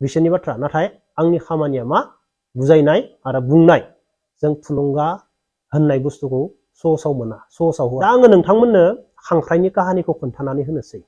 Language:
Bodo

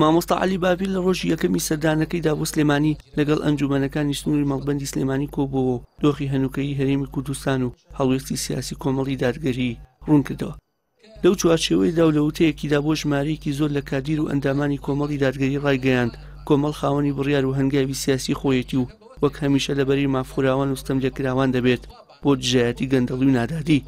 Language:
Central Kurdish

